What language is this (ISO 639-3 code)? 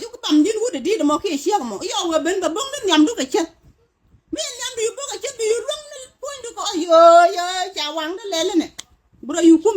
nus